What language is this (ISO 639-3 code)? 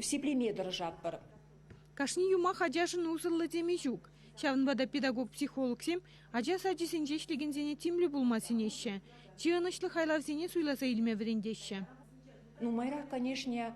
chv